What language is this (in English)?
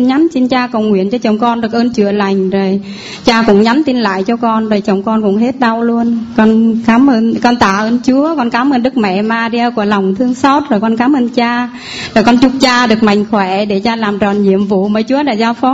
Vietnamese